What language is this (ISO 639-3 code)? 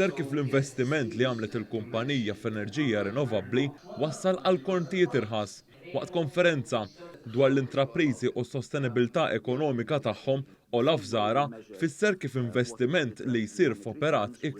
mlt